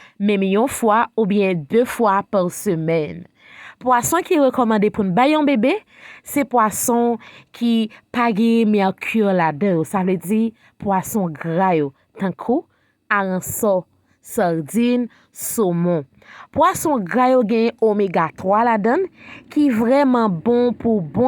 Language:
Haitian Creole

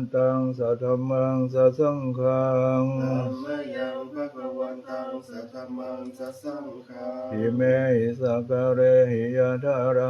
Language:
Pali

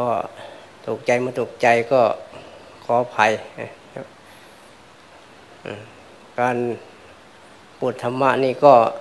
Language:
Thai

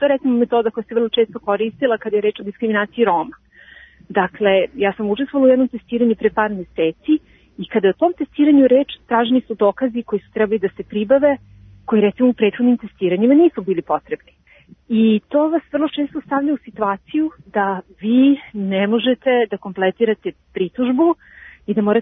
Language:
Serbian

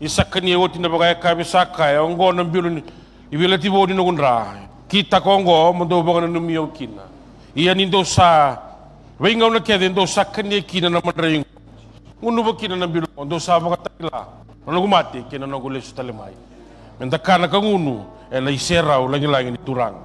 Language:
Fijian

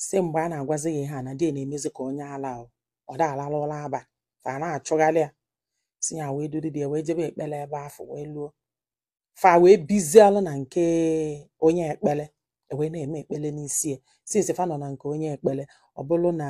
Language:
Igbo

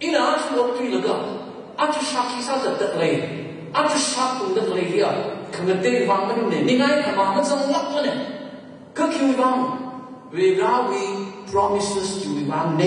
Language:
Tangkhul Naga (India)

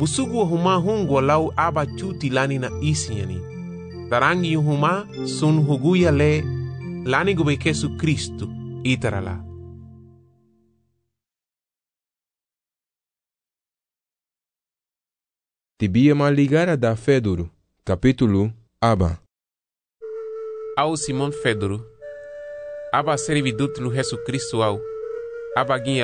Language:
Garifuna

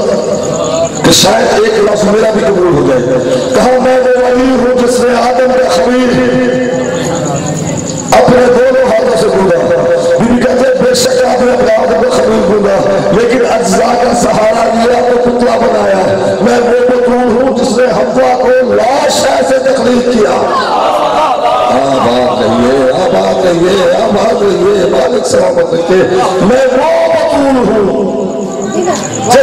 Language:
Urdu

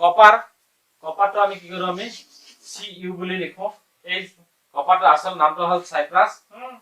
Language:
Assamese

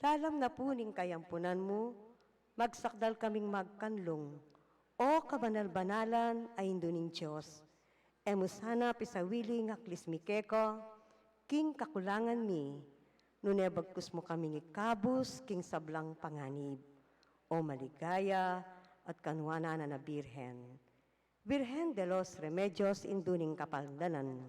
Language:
Pampanga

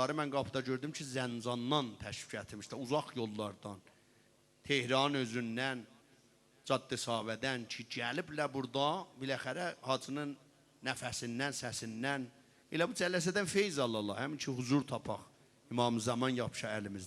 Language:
South Azerbaijani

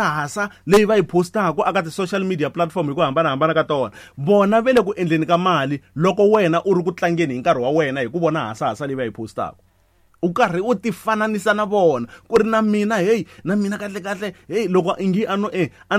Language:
Tsonga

